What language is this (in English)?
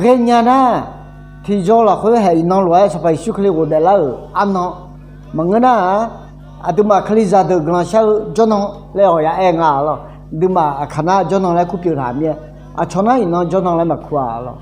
Akha